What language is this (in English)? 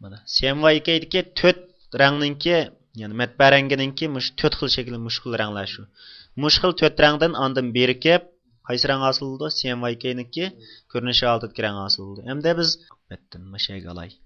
Uyghur